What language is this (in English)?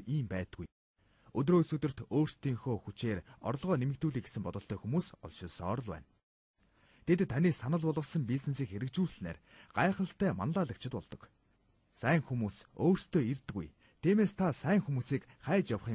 Mongolian